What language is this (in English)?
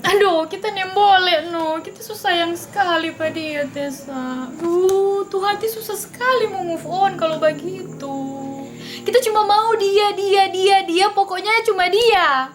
Manado Malay